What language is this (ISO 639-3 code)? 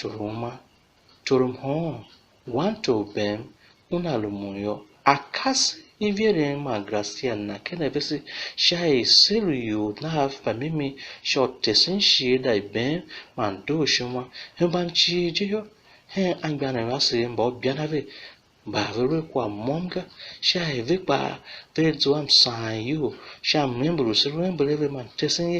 tiv